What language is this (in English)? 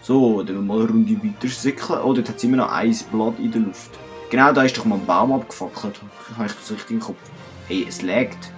Swiss German